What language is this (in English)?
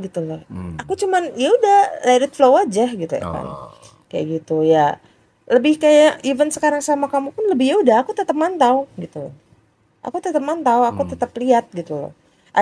Indonesian